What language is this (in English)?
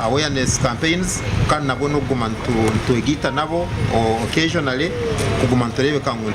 Nyankole